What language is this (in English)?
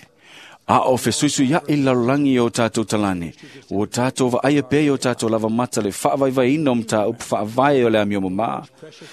Samoan